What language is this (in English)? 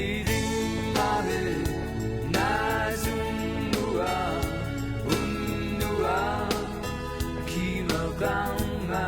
Kalaallisut